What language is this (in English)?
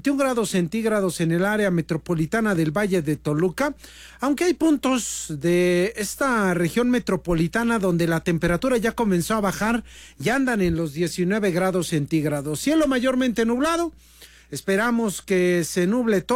Spanish